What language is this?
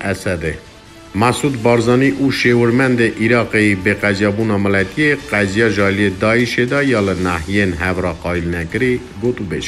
Kurdish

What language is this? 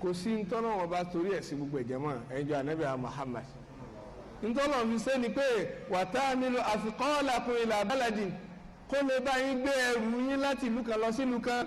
Yoruba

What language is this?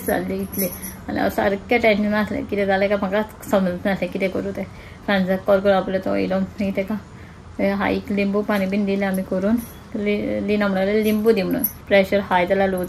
Konkani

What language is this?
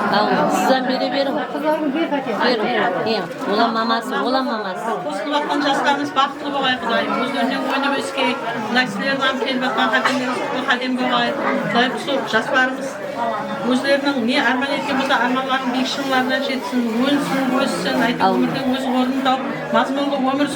Kara-Kalpak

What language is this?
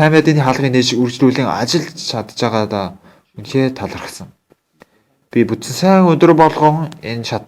Mongolian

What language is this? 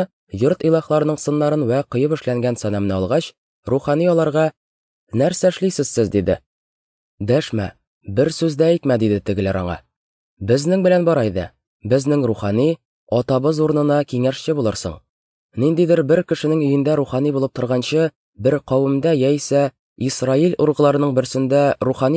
Tatar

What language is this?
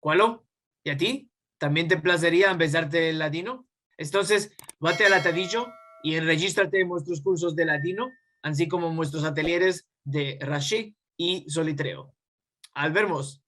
Ladino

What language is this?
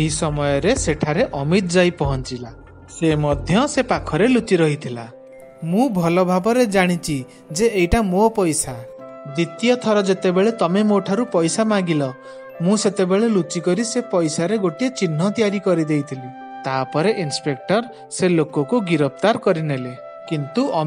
Odia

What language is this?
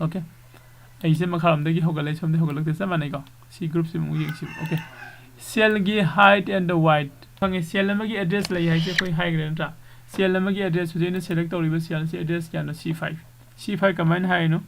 Manipuri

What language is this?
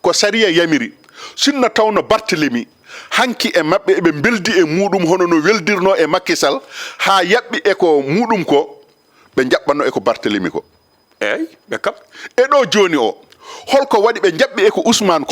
Fula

